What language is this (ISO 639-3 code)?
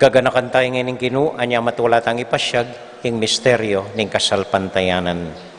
pam